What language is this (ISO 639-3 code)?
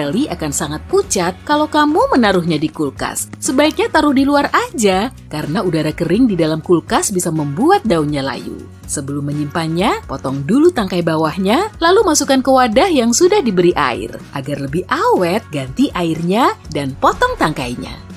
ind